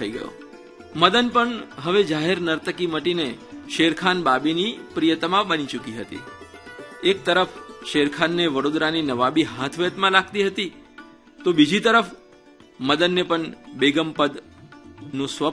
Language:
Gujarati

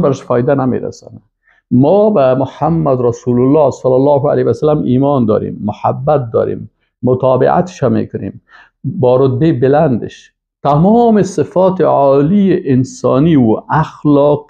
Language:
Persian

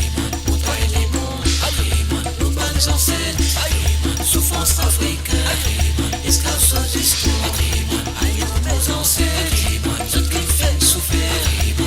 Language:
Morisyen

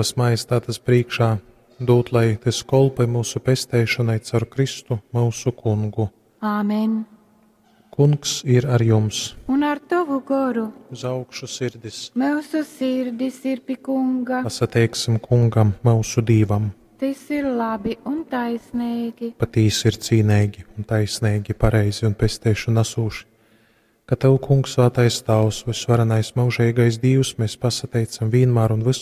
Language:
Latgalian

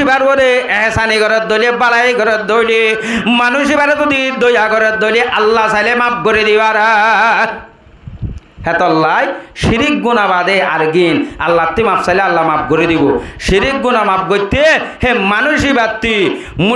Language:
Rohingya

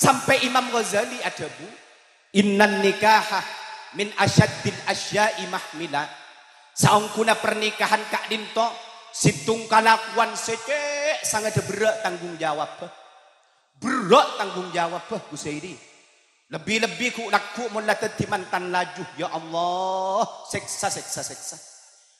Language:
Madurese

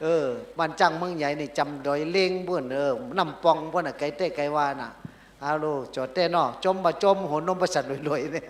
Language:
Shan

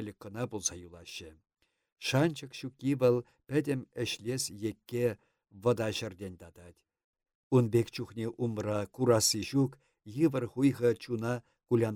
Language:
Chuvash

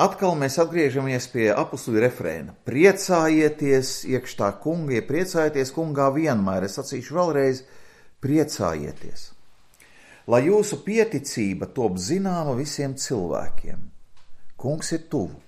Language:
Latvian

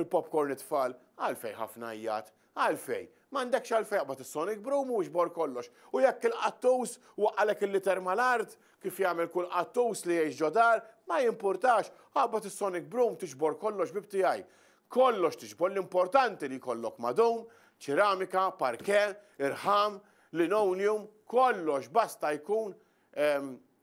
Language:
Maltese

